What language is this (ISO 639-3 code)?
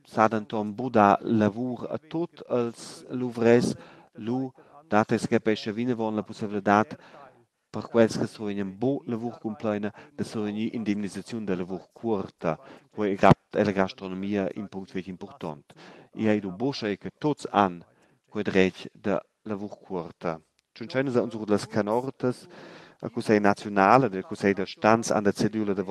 roh